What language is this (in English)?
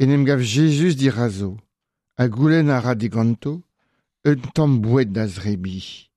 Breton